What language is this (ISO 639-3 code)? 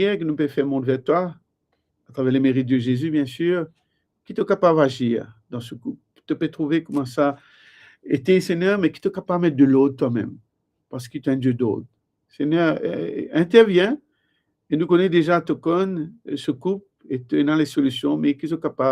mfe